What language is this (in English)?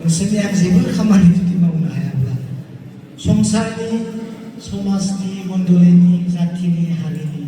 Bodo